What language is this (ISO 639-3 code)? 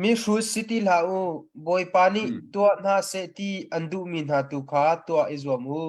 cnh